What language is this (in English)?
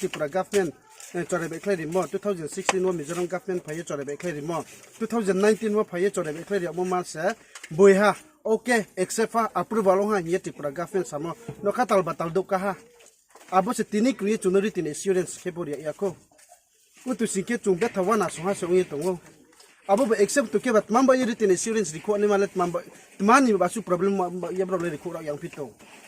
Riang (India)